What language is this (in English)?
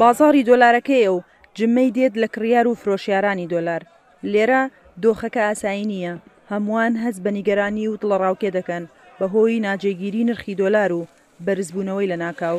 Central Kurdish